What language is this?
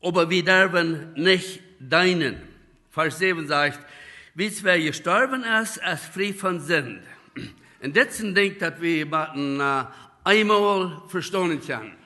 Plautdietsch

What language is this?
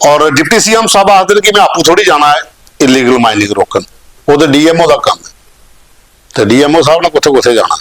Dogri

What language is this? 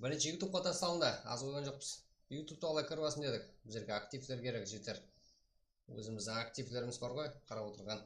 Kara-Kalpak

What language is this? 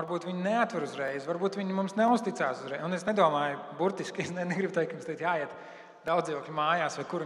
Latvian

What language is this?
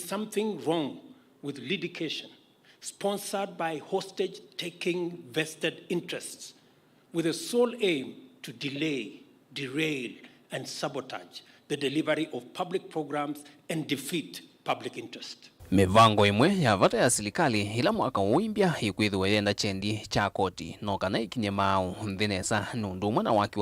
Kamba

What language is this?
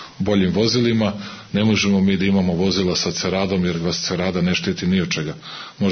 Serbian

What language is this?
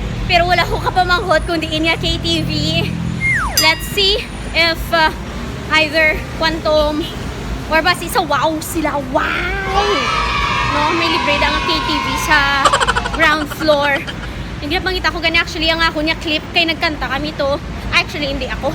Hiligaynon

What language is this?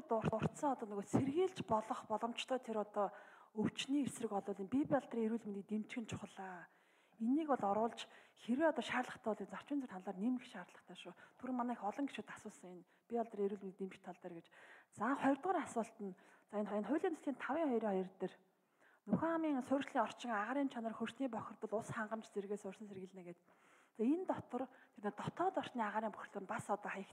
Mongolian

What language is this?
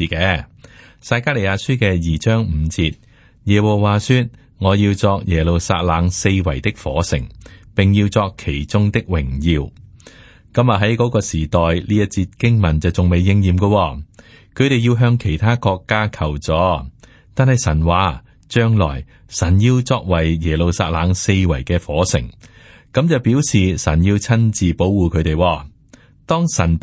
Cantonese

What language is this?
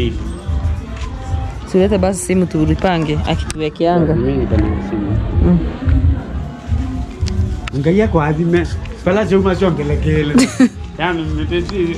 Swahili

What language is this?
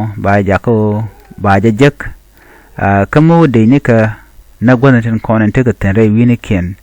Nuer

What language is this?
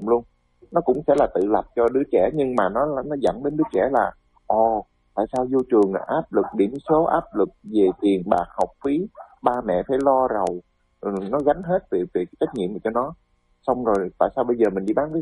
Vietnamese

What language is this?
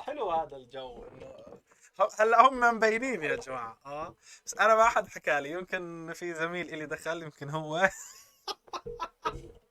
North Levantine Arabic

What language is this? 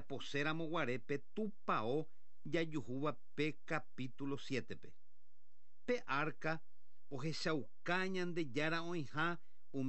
Guarani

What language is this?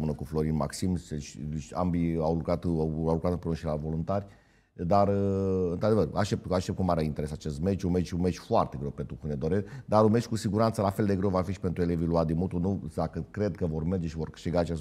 Romanian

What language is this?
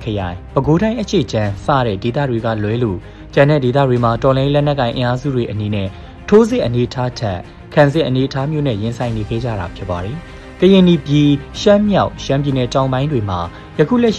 Burmese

